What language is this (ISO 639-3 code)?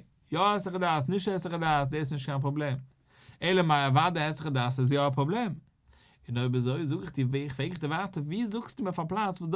yid